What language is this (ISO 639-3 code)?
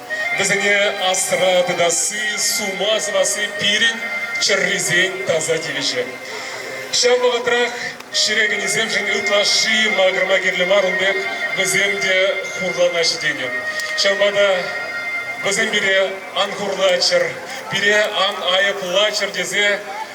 chv